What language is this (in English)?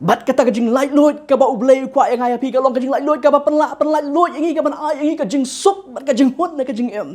Khasi